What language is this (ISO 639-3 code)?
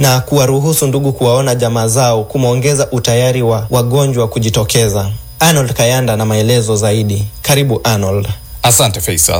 swa